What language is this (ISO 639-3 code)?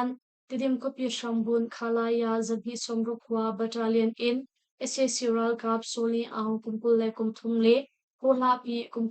cnh